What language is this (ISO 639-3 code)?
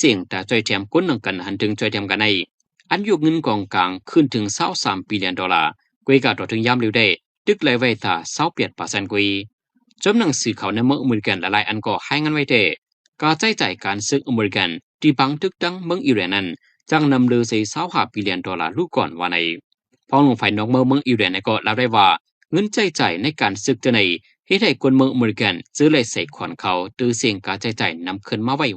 shn